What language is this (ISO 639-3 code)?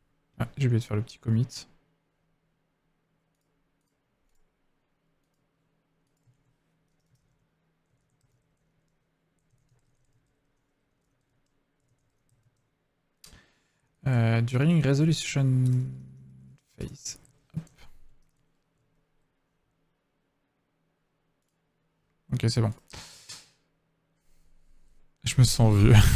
fra